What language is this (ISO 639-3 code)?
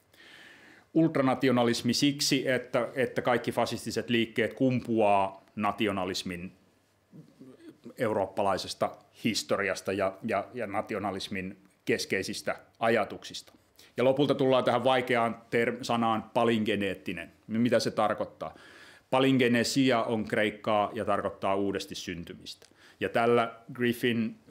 fin